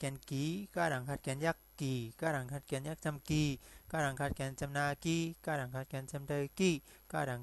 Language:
Shan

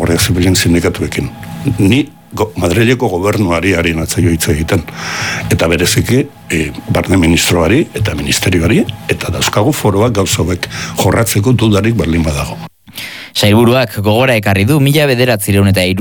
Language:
Basque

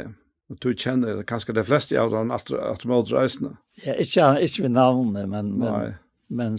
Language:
Faroese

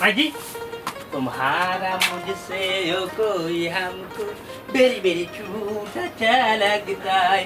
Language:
Sylheti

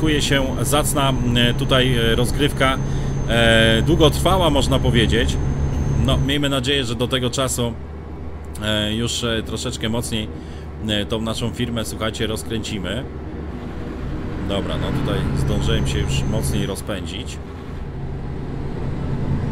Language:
Polish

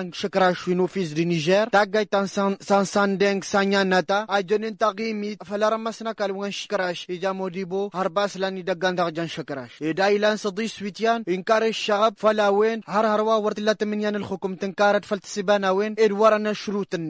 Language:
Tamasheq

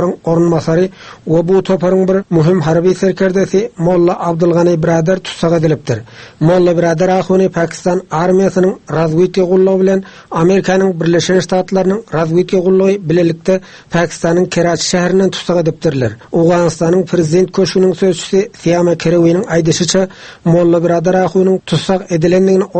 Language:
Turkmen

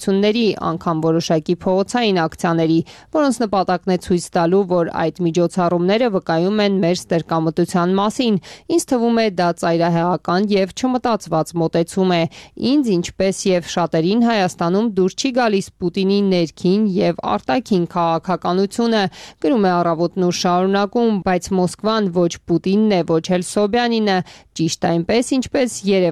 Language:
Armenian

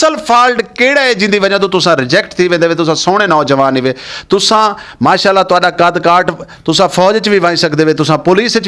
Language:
Saraiki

